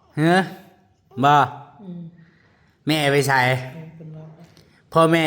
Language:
Northeastern Thai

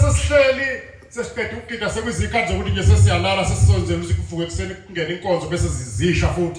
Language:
Zulu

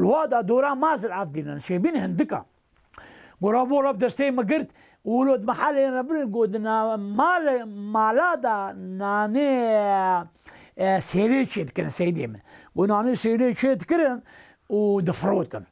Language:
Kurdish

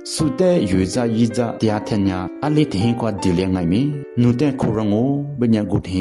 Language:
Lisu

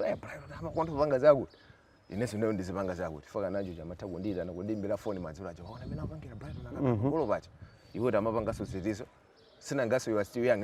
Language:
Nyanja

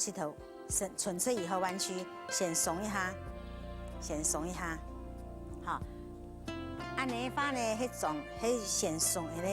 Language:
Hakka Chinese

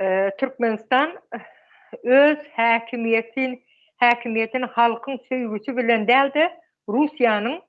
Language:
Turkmen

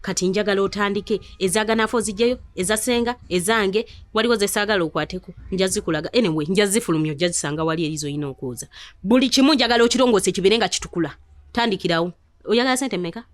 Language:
Ganda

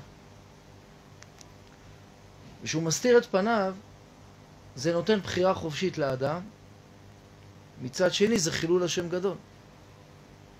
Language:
Hebrew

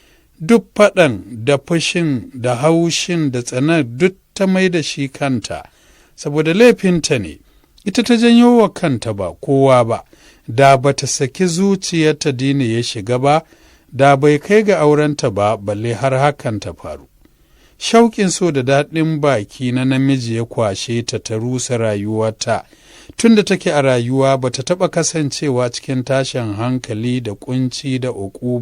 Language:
Hausa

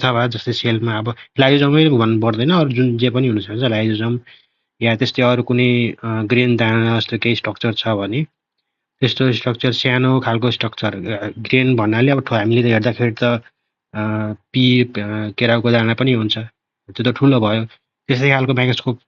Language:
Nepali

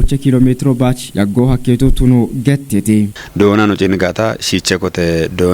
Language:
Kafa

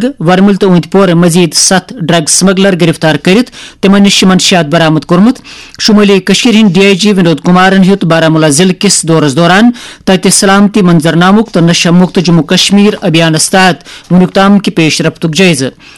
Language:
Kashmiri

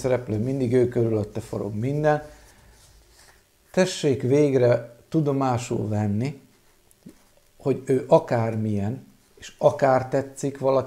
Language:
Hungarian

